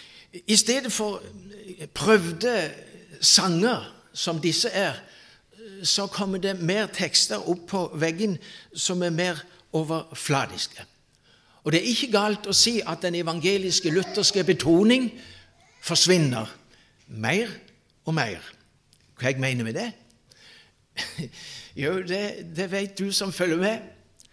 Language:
Norwegian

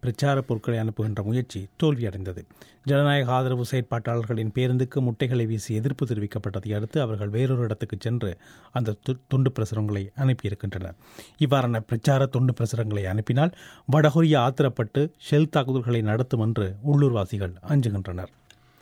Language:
Tamil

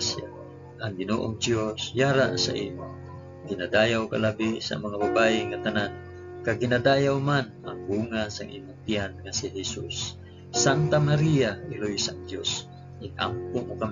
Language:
Hiligaynon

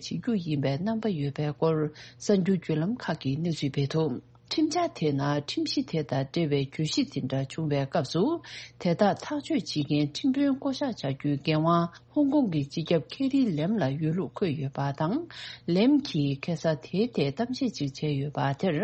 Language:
Tibetan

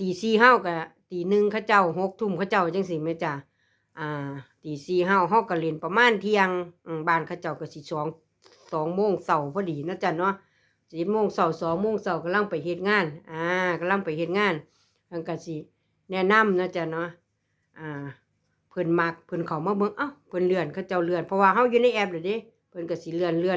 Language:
Lao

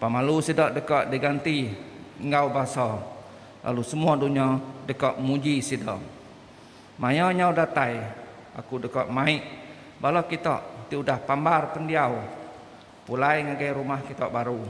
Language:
Iban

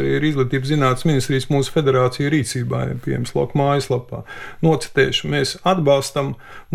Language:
Latvian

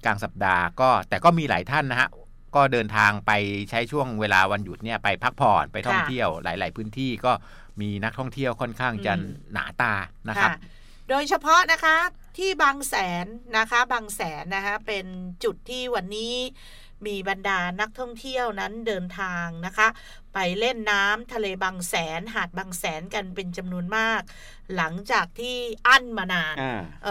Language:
Thai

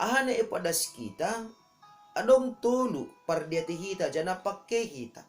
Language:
Batak Simalungun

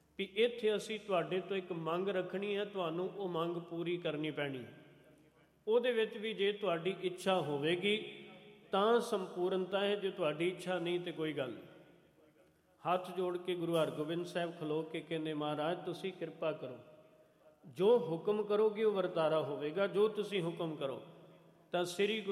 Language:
Punjabi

